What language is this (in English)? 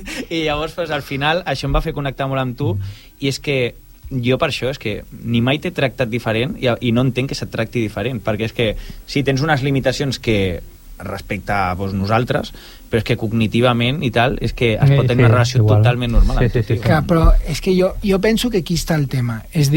Catalan